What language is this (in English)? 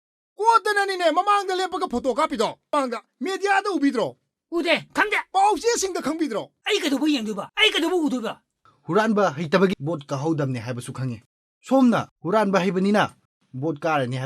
Manipuri